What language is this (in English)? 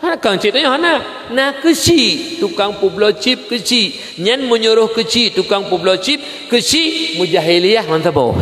Achinese